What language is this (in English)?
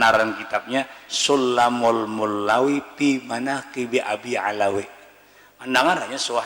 Banjar